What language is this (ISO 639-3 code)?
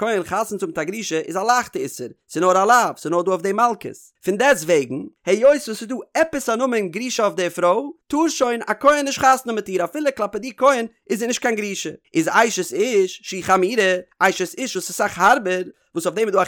yid